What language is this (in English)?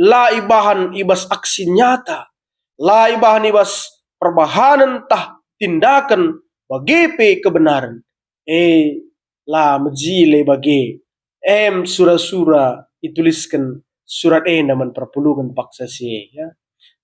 Batak Karo